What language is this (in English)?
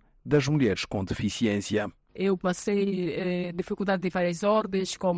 Portuguese